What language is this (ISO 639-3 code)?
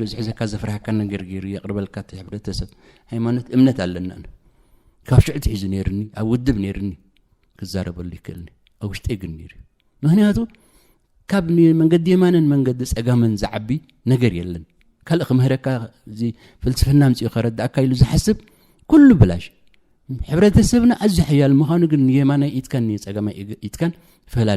tir